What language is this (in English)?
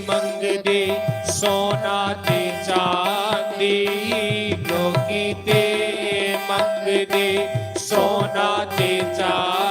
Dogri